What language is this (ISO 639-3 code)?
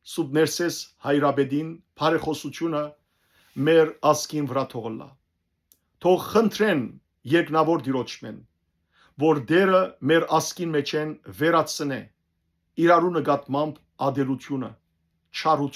hyw